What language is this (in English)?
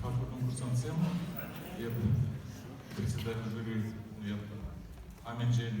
Chuvash